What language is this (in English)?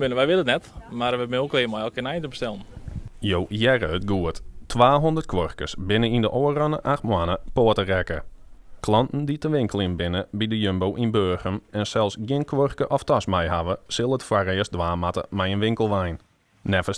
Western Frisian